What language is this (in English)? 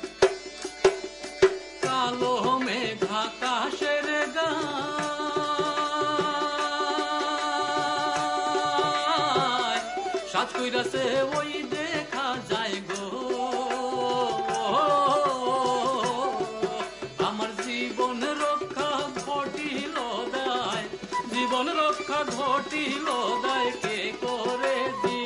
Bangla